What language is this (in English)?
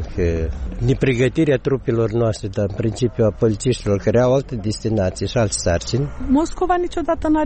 Romanian